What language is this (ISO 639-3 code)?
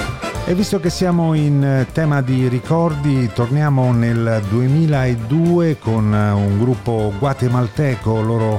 ita